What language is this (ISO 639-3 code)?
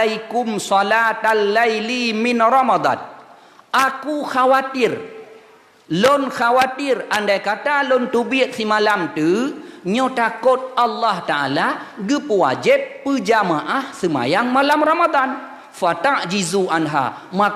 ace